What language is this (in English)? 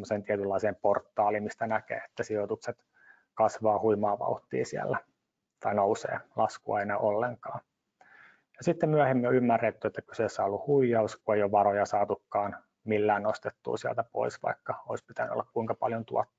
Finnish